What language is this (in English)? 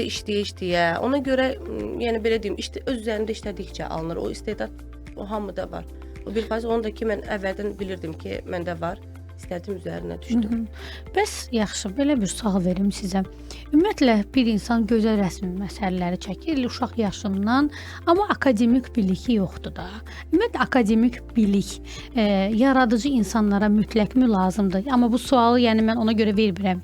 Azerbaijani